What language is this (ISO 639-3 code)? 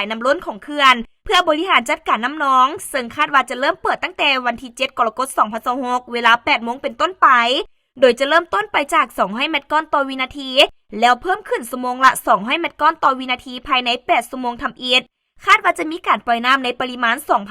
lao